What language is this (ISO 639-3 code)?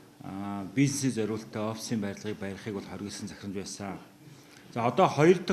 mon